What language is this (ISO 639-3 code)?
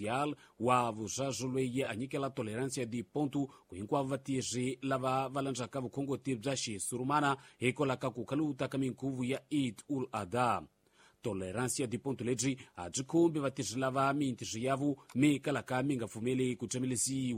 tso